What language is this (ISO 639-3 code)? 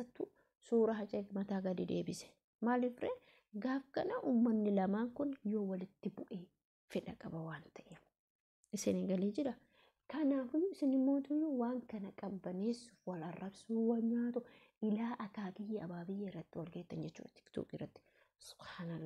orm